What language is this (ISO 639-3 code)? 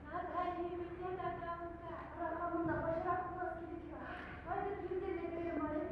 chv